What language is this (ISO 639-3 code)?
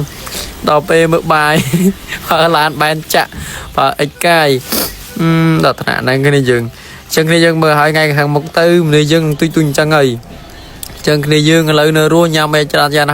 khm